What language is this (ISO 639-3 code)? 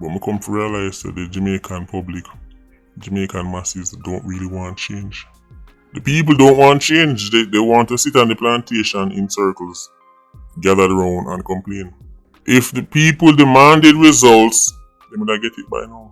jam